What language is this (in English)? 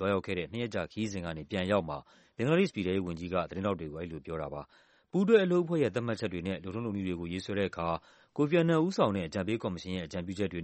Burmese